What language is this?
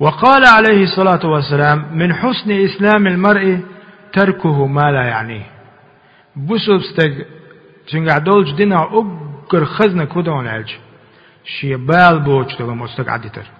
Chechen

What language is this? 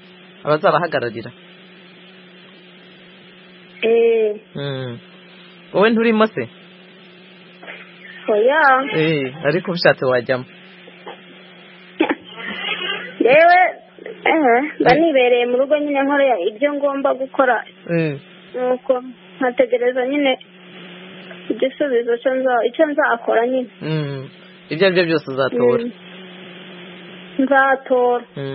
Kinyarwanda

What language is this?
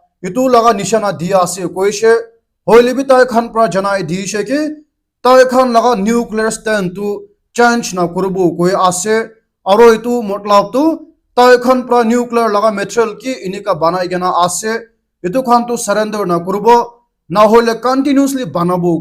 Naga Pidgin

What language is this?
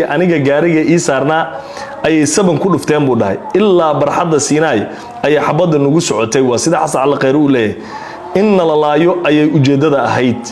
Somali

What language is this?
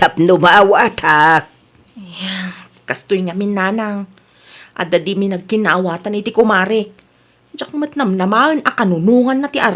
Iloko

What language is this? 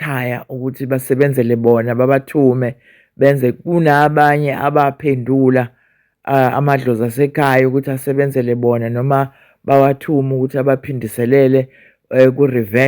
Zulu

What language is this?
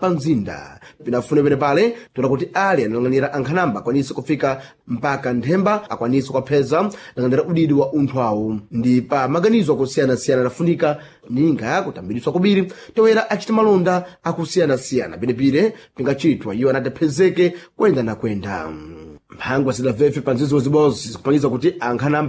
Sena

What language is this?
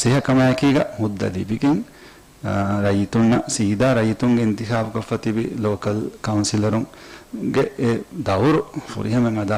Divehi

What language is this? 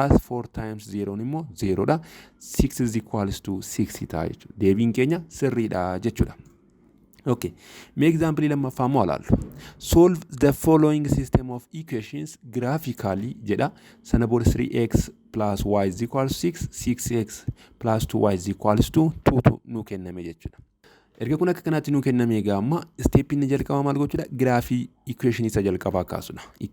Oromo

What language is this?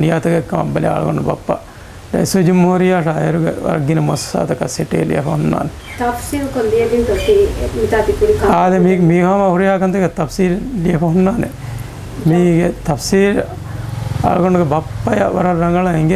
Divehi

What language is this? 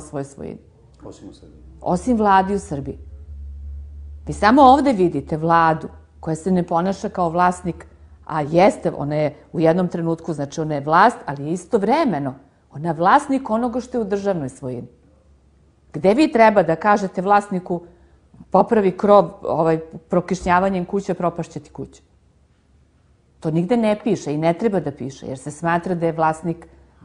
Serbian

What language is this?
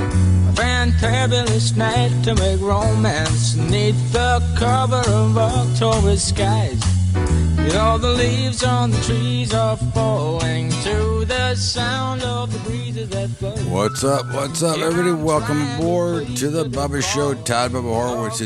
English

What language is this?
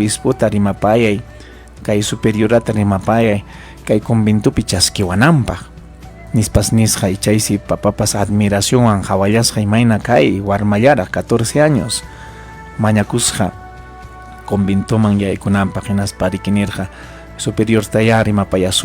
Ayacucho Quechua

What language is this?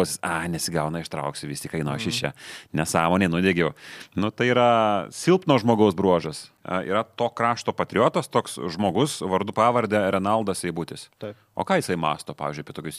Lithuanian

